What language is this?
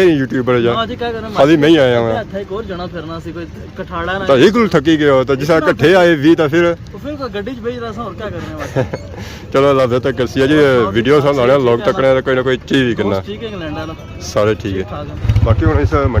Pahari-Potwari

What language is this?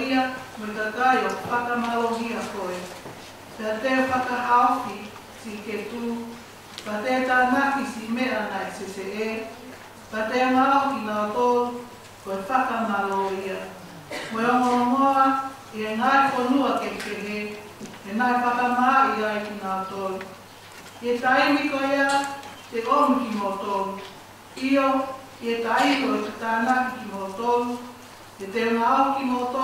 Tongan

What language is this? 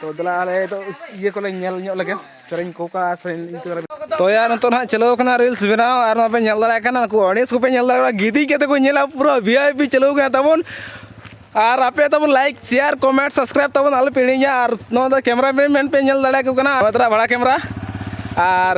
Santali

